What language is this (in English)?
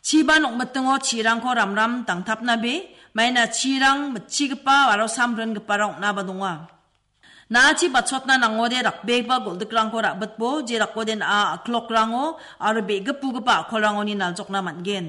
Garo